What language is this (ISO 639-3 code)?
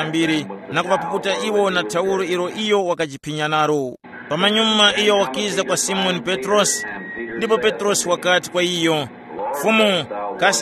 tum